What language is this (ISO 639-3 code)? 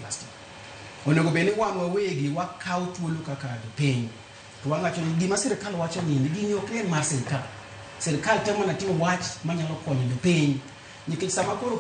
luo